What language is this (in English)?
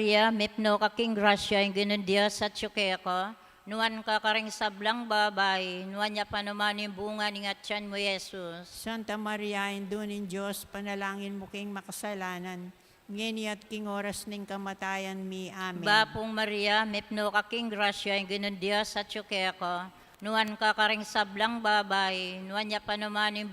Pampanga